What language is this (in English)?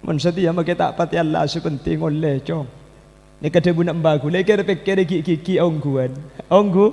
Madurese